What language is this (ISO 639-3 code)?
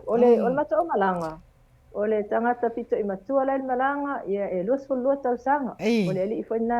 smo